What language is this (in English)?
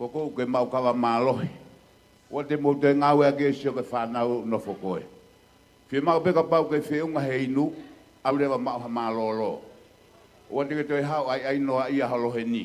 Tongan